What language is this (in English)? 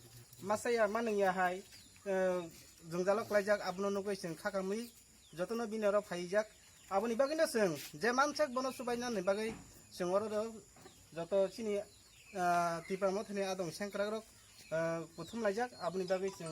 Kok Borok